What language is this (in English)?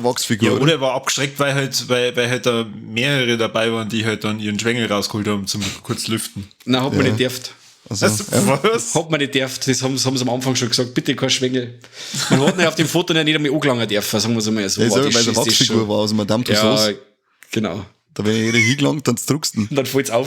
Bavarian